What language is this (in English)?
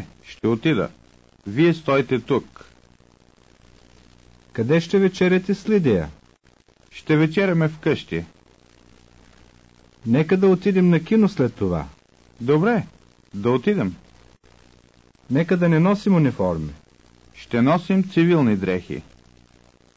Bulgarian